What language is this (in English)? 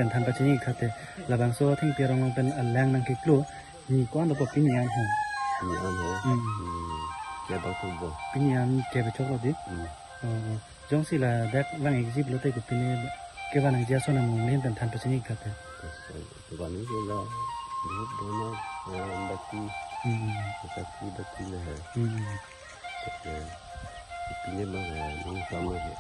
Karbi